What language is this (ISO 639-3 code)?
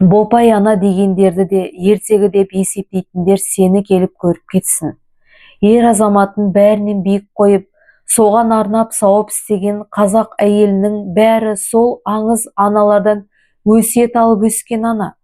kaz